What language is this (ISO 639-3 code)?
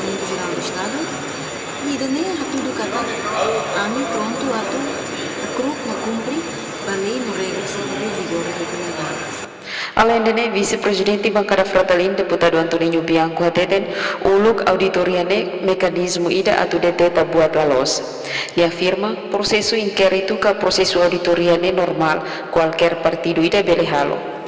tet